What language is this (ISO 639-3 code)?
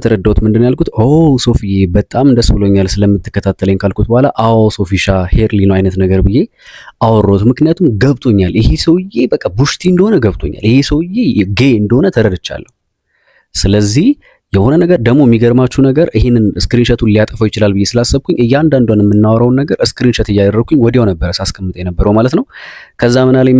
amh